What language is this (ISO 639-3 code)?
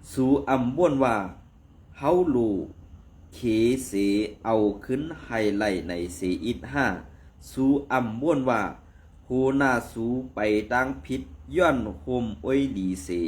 shn